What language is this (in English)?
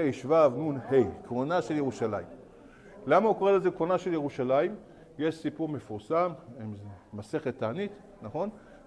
Hebrew